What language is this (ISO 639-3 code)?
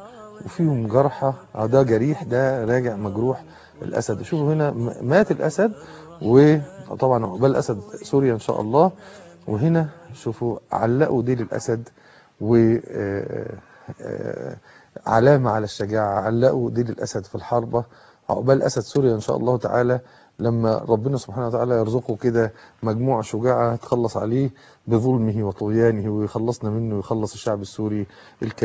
arz